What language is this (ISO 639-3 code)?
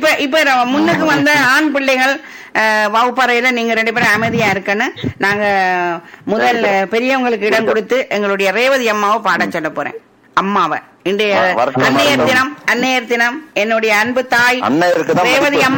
tam